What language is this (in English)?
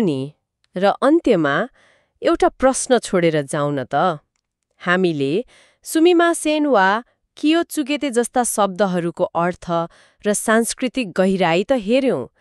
Nepali